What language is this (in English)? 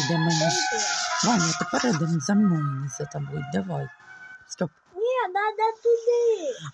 Ukrainian